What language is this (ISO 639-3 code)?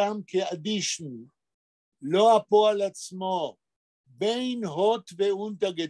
yid